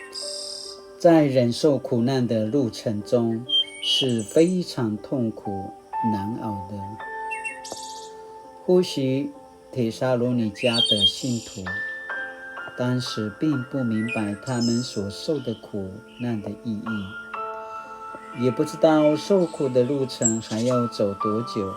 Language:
Paiwan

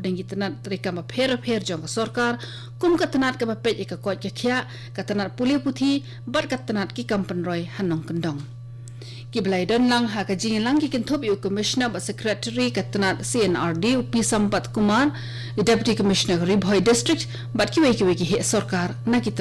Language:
Khasi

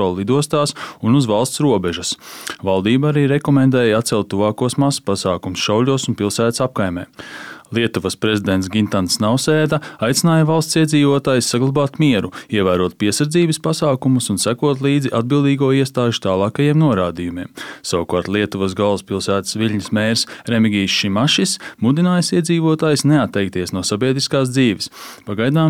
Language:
Latvian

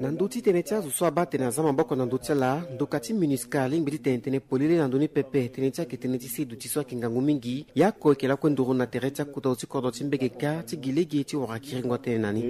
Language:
Sango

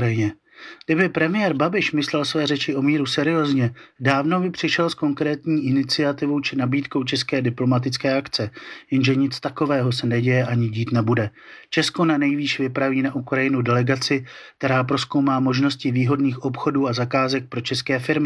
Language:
Czech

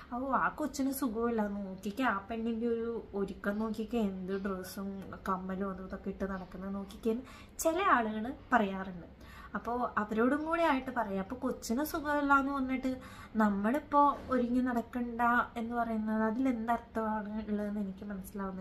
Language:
Malayalam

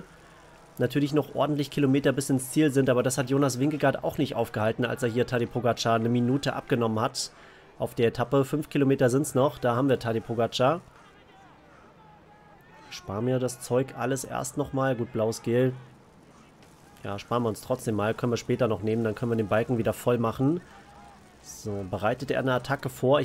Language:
German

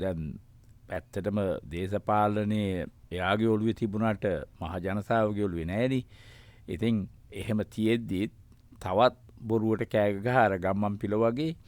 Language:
Sinhala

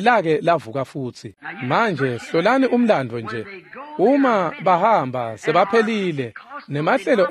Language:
Swati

